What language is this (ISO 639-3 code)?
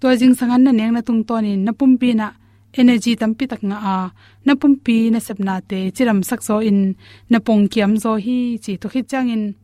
ctd